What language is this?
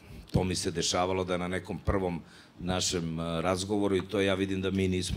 Serbian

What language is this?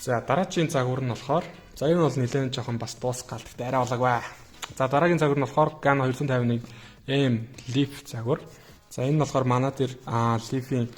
Mongolian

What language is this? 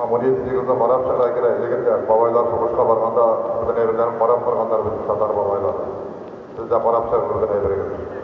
Tatar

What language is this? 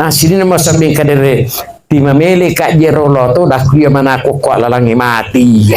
Buginese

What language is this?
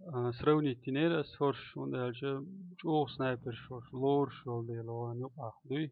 Chechen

